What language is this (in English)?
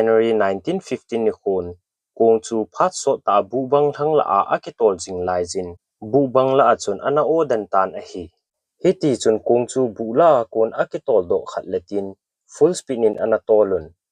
Thado Chin